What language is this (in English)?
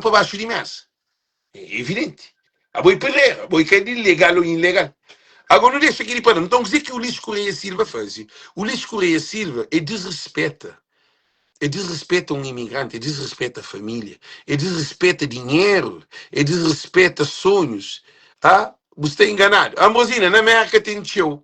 Kabuverdianu